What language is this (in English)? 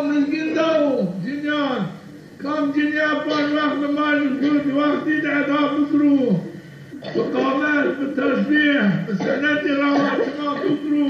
Zaza